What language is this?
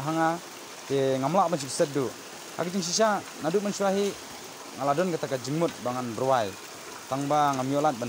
Khasi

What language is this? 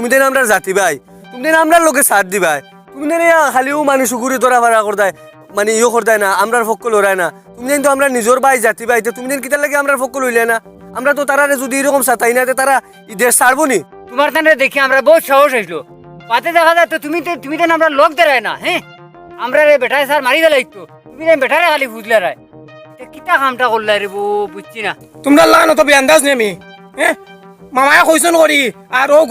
Sylheti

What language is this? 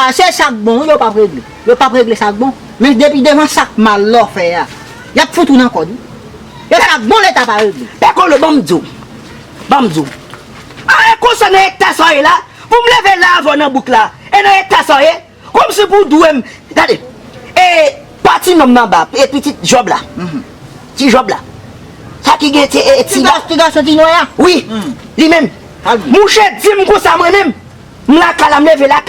Haitian Creole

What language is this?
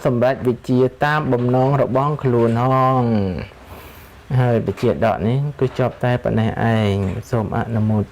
Khmer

